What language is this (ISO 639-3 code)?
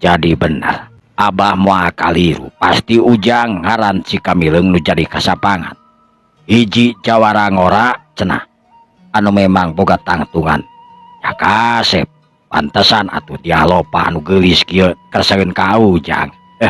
sun